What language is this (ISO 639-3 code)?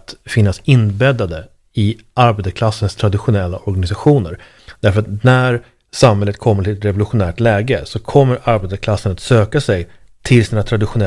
swe